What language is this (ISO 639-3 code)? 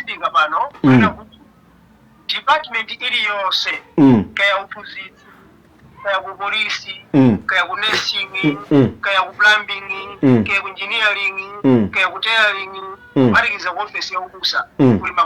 nya